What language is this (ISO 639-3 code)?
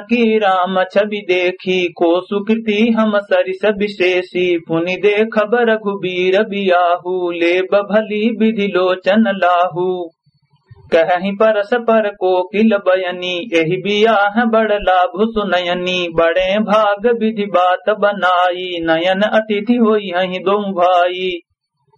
awa